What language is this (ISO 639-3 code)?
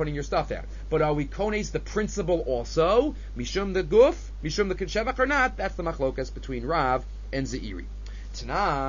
eng